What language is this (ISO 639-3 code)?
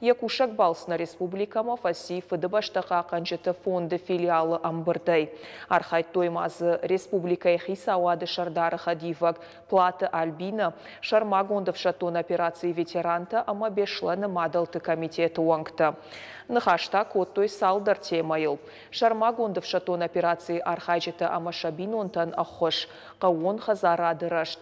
oss